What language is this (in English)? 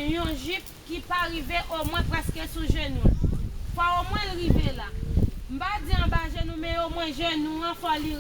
Haitian Creole